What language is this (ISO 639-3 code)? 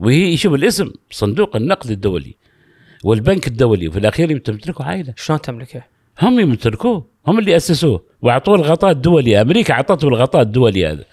afb